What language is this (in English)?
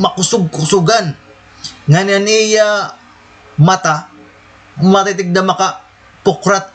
Waray